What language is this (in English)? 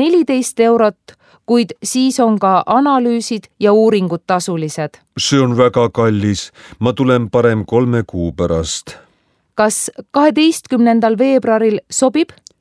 Estonian